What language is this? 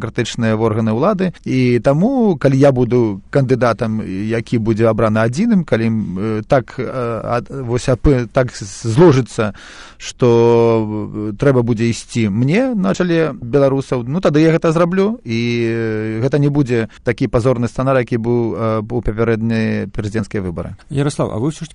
Belarusian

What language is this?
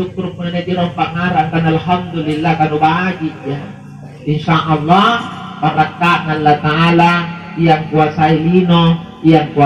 Makasar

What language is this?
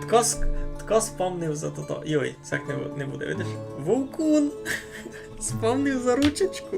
Rusyn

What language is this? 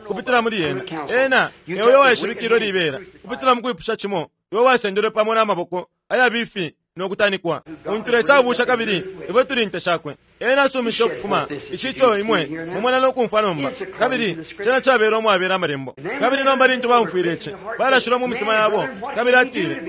Bemba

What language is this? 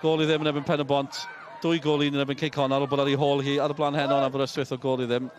Welsh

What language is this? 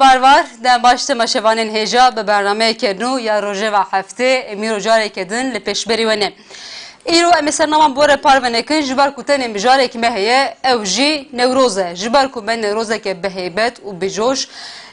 Kurdish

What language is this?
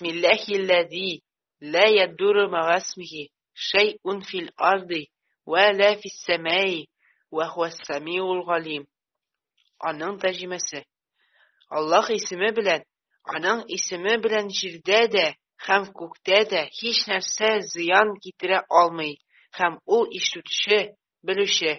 Tatar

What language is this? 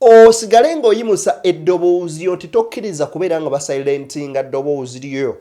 Ganda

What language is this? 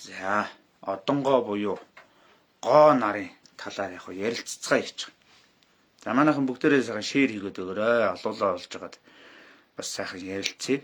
Mongolian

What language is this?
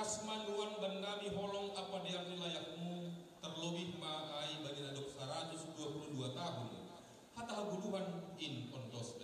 Batak Simalungun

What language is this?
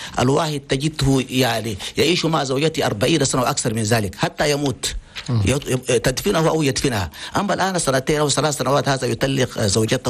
Chadian Arabic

